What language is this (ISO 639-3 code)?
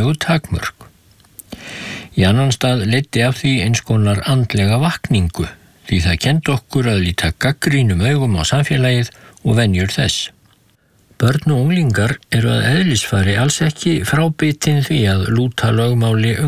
isl